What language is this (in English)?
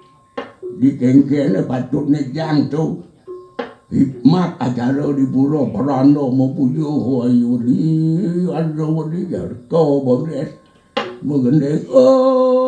Balinese